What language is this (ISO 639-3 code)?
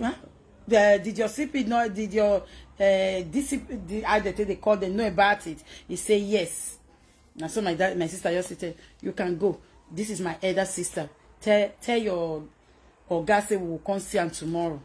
pcm